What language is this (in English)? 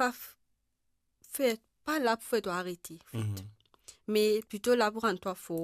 Morisyen